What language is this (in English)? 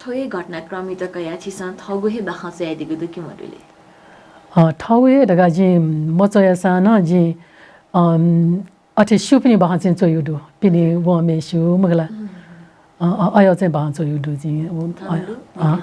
Newari